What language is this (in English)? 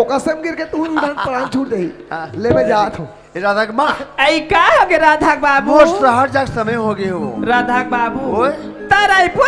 Chhattisgarhi